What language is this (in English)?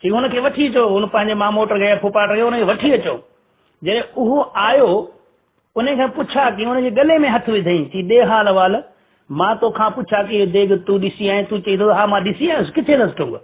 Sindhi